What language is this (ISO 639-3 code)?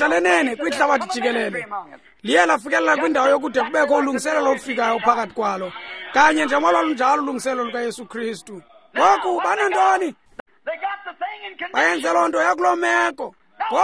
xho